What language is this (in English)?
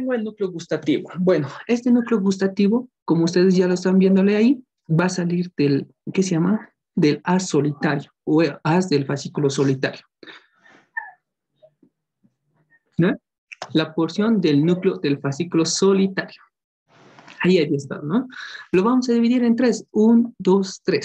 Spanish